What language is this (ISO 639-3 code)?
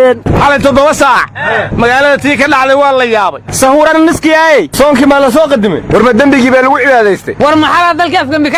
som